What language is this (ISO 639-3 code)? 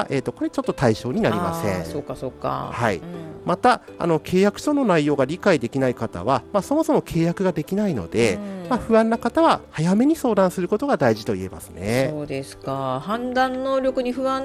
jpn